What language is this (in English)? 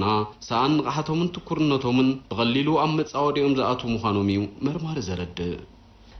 Tigrinya